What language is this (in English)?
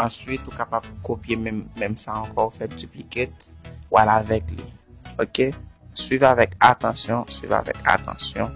Haitian Creole